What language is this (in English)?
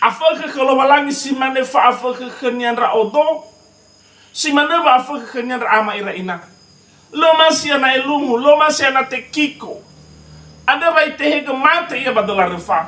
Nias